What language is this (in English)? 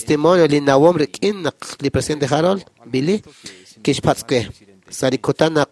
Kekchí